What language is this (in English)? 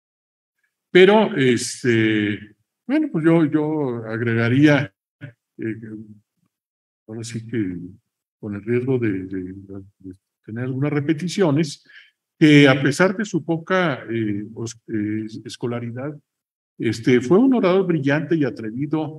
Spanish